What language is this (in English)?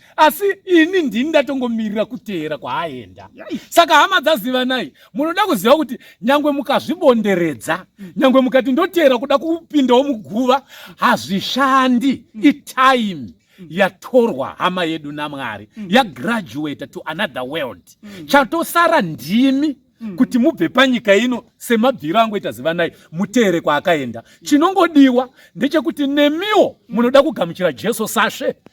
Shona